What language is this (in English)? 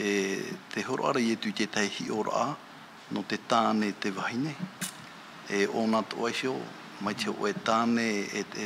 Tahitian